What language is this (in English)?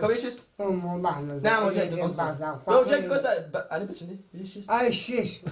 Kurdish